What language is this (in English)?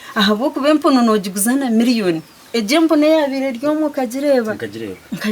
Nyankole